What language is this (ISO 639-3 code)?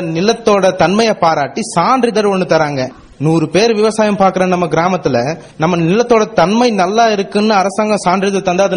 tam